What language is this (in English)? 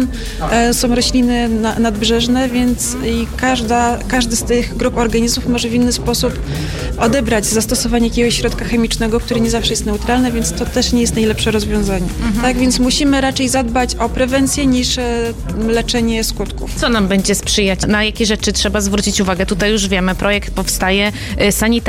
Polish